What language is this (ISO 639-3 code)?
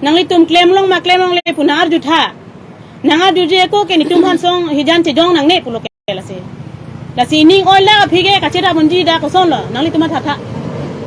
mjw